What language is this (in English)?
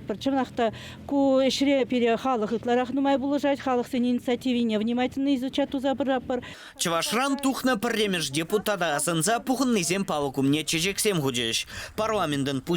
Chuvash